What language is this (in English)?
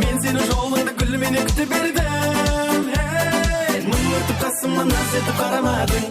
Kara-Kalpak